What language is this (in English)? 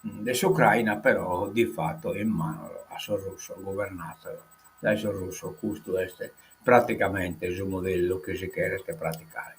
Sardinian